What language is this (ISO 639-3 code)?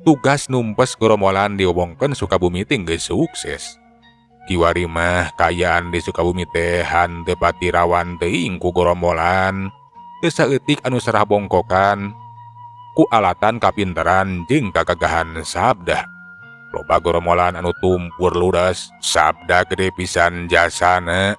sun